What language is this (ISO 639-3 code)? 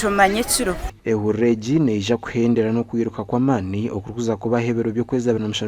nyn